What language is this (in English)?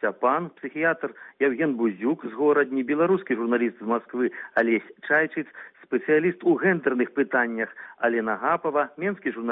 Belarusian